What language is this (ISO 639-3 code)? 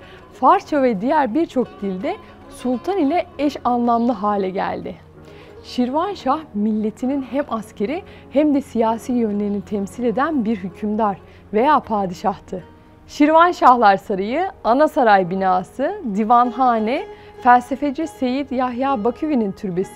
tur